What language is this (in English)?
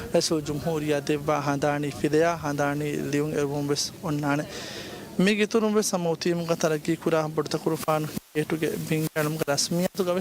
Divehi